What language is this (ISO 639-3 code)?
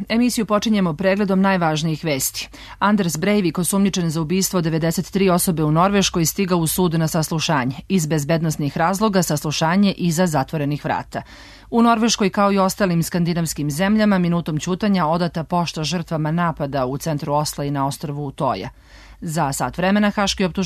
srp